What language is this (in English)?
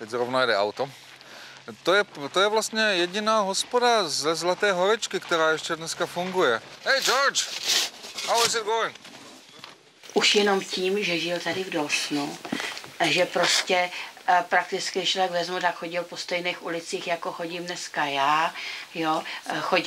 Czech